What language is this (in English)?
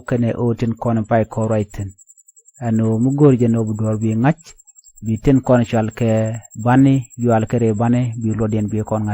Nuer